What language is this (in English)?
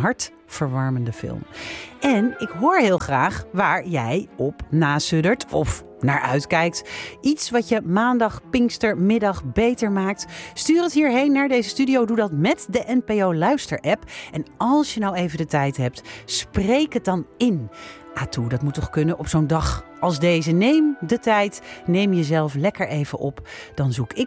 Dutch